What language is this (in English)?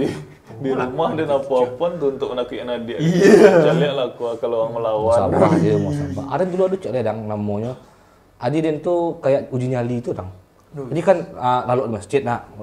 Minangkabau